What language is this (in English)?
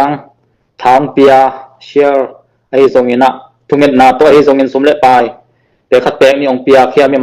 Tedim Chin